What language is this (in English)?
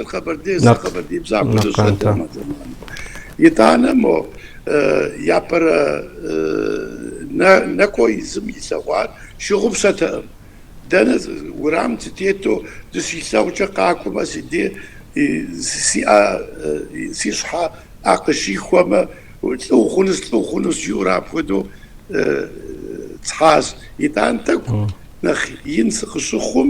Kabardian